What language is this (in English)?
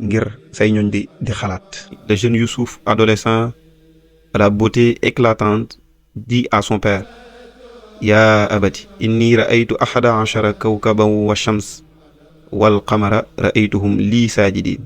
Wolof